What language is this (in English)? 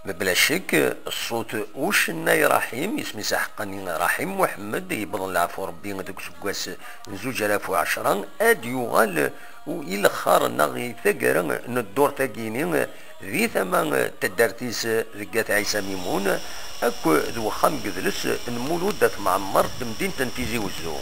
Kabyle